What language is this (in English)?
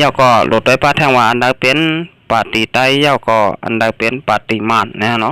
Shan